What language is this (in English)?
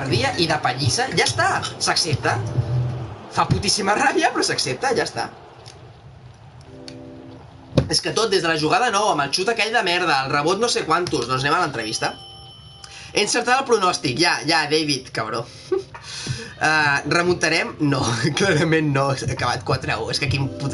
Catalan